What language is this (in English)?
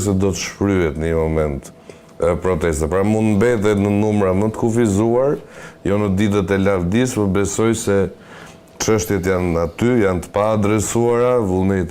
Albanian